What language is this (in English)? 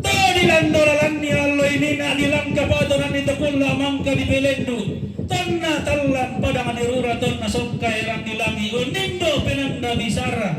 Toraja-Sa'dan